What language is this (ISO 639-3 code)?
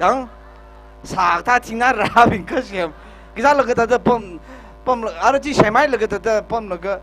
nmf